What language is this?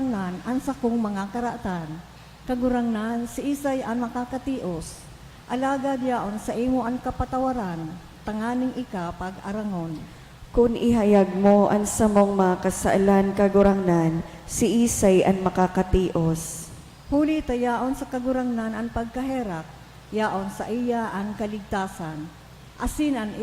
Bikol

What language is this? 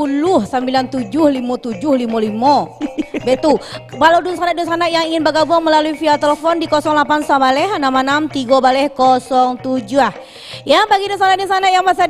Minangkabau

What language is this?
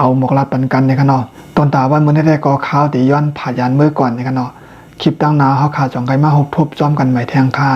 Shan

